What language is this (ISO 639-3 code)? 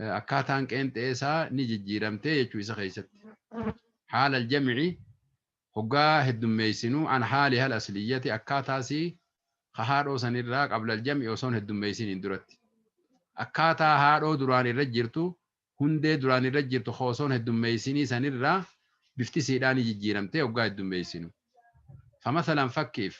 orm